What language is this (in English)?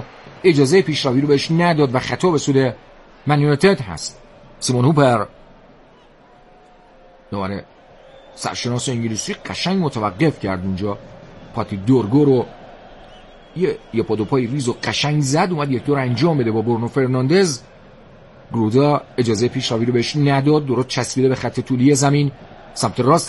Persian